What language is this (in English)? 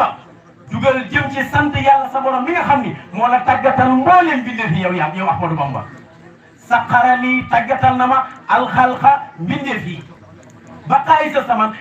Wolof